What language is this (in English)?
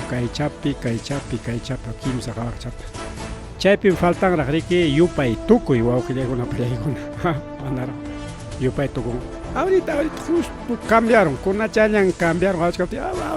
Ayacucho Quechua